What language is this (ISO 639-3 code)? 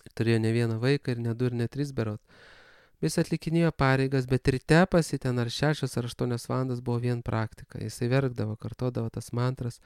lit